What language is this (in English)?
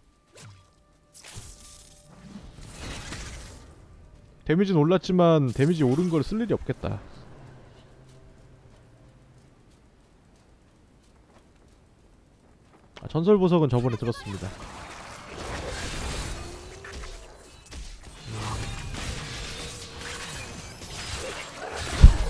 Korean